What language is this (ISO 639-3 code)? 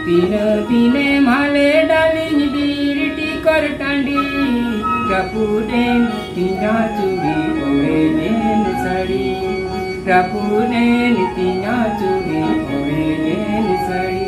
sat